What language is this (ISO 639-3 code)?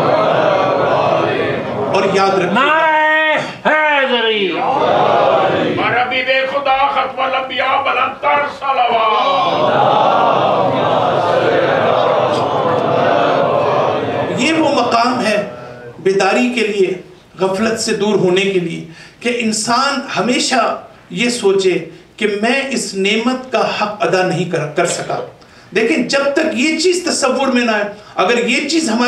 urd